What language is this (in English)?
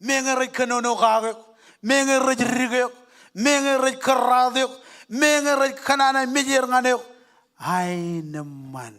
Marshallese